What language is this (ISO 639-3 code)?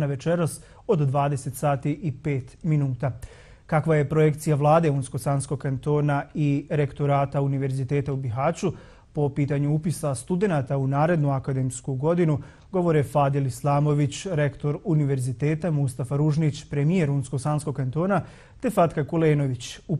bos